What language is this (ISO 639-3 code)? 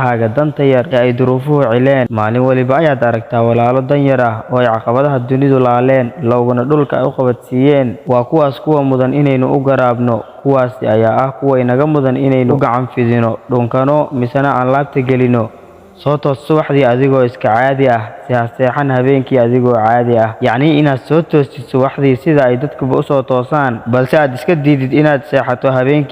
som